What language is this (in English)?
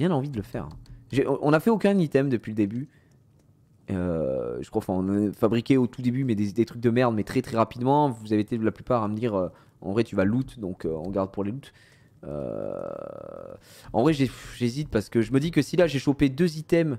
French